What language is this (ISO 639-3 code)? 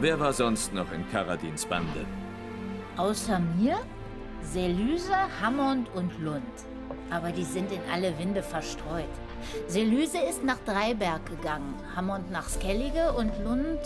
gsw